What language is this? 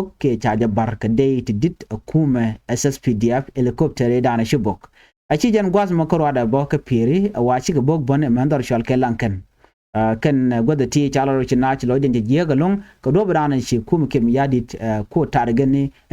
Nuer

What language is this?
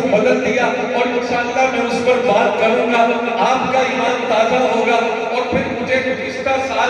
Urdu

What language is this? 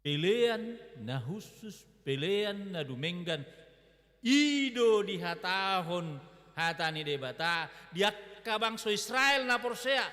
Batak Toba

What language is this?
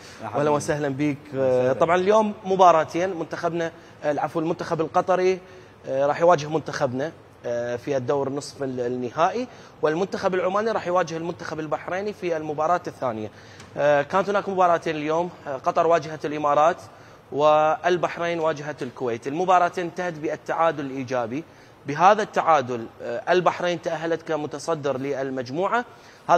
Mesopotamian Arabic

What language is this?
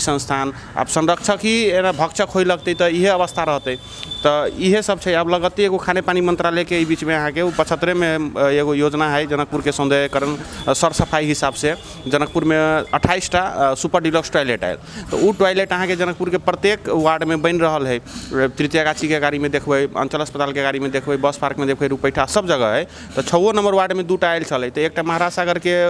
Maithili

